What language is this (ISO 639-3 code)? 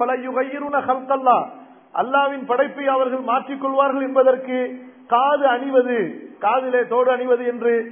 tam